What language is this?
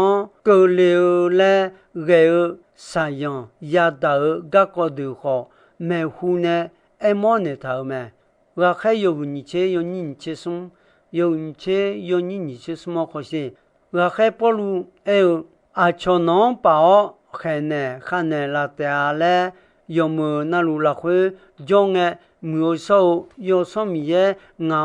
Akha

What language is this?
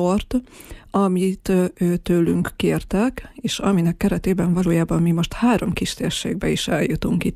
Hungarian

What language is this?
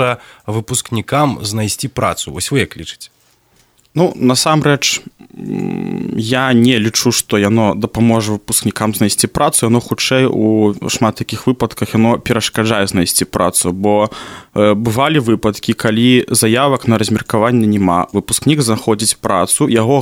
Belarusian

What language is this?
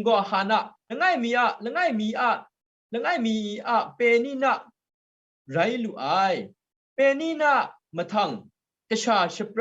Kachin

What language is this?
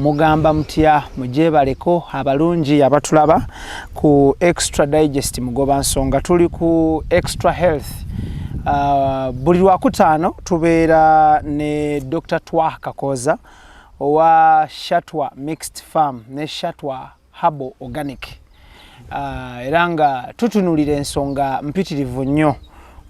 Ganda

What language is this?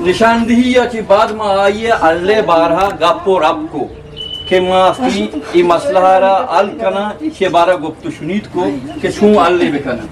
Eastern Balochi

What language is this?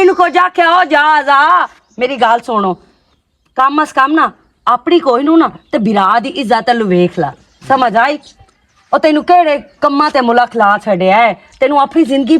Western Panjabi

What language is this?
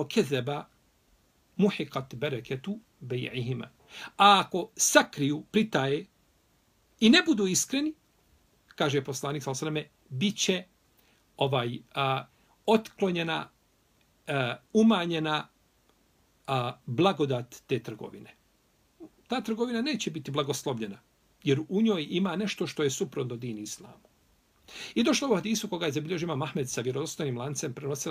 Bosnian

